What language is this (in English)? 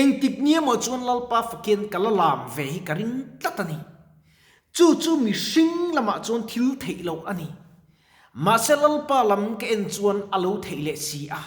Mizo